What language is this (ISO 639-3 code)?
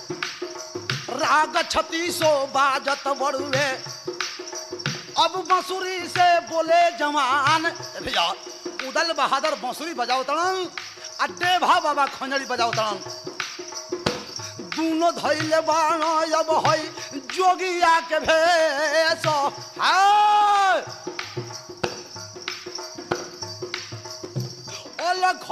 bho